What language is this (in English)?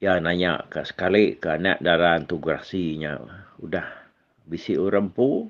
Iban